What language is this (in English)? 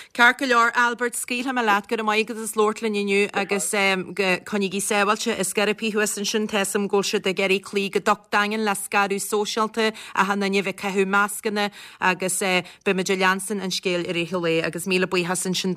Irish